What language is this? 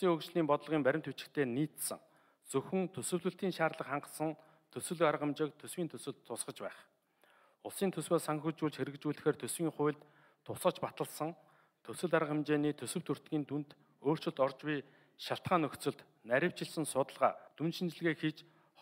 Mongolian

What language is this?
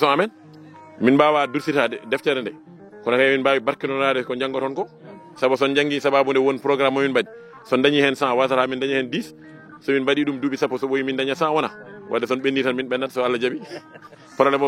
Fula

